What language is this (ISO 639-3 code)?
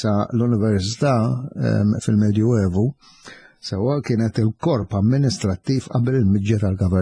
mlt